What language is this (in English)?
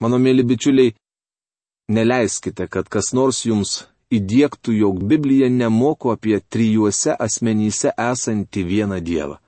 Lithuanian